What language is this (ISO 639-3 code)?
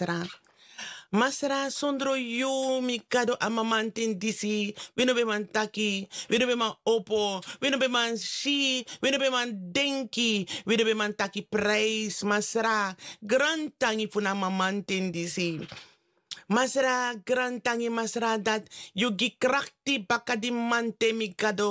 srn